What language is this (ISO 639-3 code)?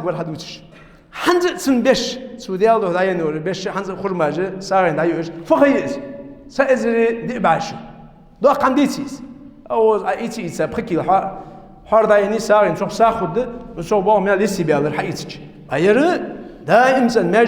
inh